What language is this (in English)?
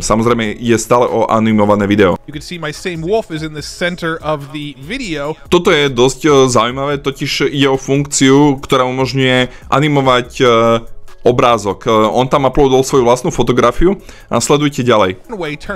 Slovak